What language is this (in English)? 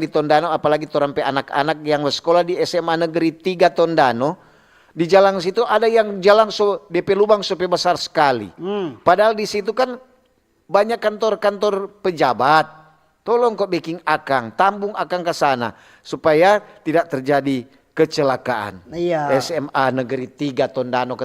Manado Malay